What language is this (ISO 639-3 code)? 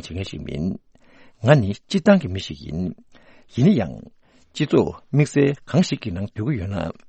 bod